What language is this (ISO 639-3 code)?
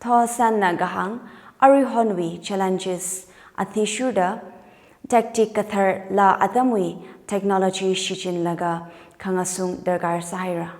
nmf